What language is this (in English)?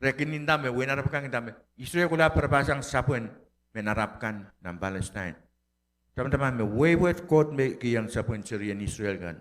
Pohnpeian